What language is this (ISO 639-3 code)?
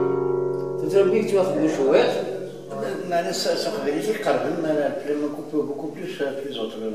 kab